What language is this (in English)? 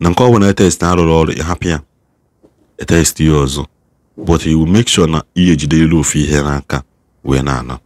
Igbo